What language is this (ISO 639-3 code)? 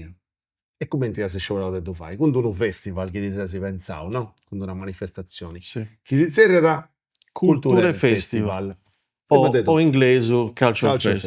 srd